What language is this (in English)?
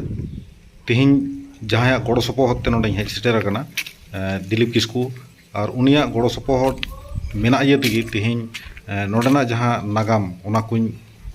Santali